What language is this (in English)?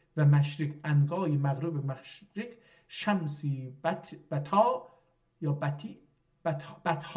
South Azerbaijani